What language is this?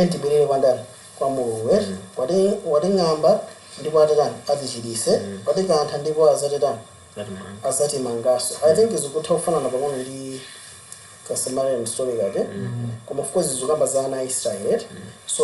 Nyanja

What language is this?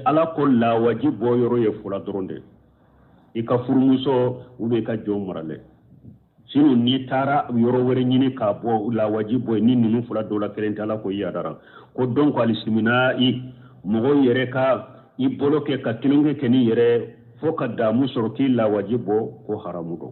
Bambara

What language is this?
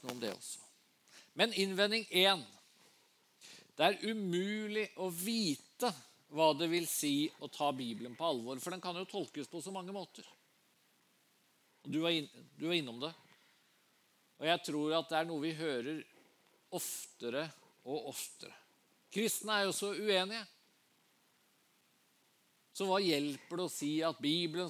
Norwegian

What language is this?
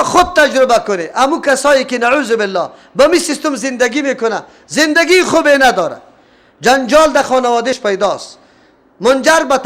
Persian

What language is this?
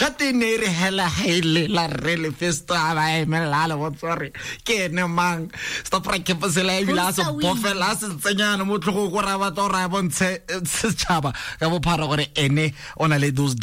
Tswana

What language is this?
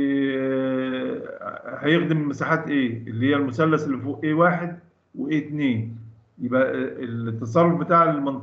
Egyptian Arabic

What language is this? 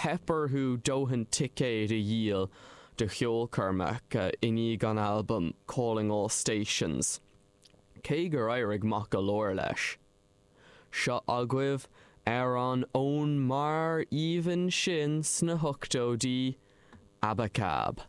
Irish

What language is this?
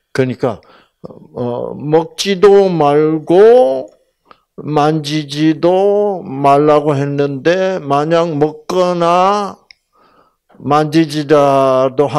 Korean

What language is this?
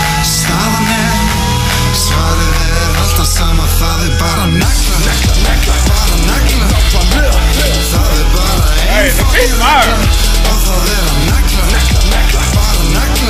Icelandic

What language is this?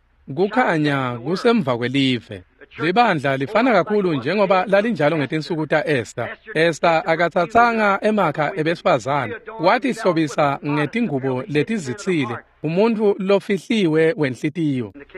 Swati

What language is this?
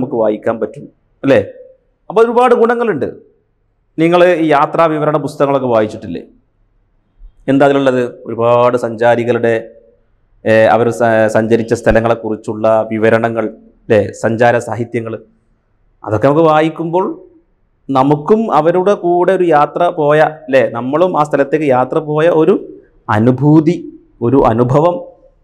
Malayalam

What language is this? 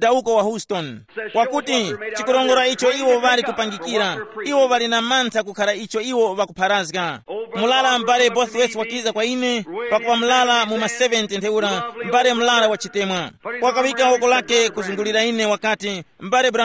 Tumbuka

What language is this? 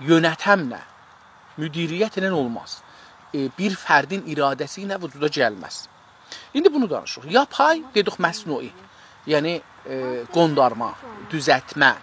South Azerbaijani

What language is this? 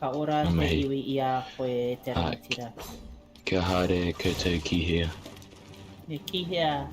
Māori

